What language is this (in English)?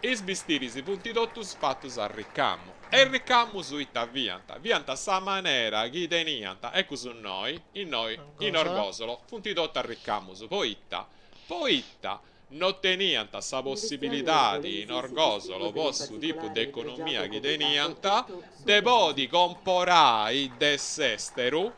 Sardinian